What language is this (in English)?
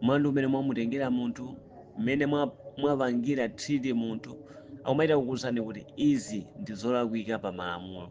Nyanja